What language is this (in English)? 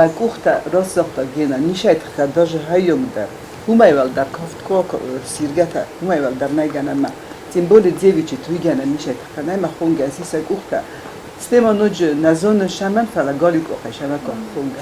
Ossetic